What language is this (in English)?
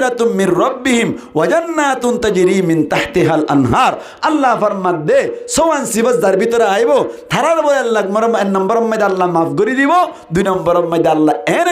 Rohingya